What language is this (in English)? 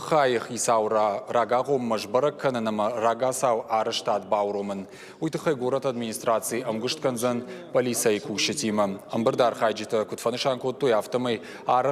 Ossetic